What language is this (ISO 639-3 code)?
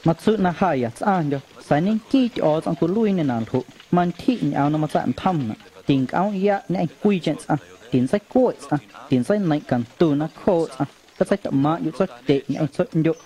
amu